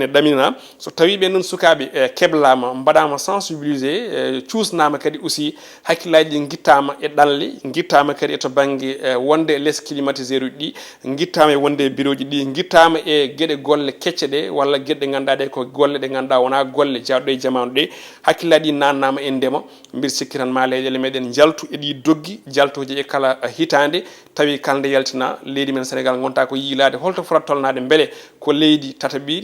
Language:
Fula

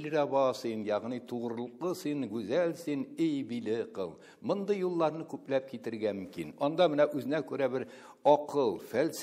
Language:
Tatar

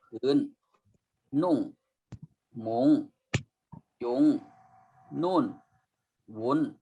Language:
Shan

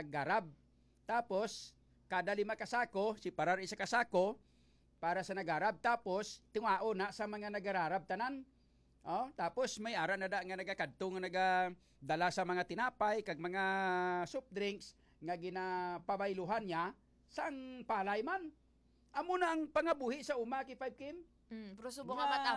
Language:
Hiligaynon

